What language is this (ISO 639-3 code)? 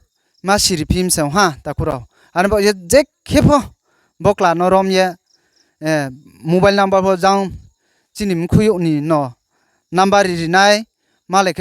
ria